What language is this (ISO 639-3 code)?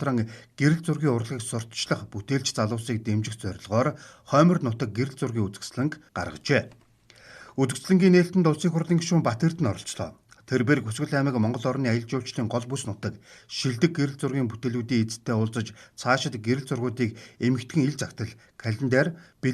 mon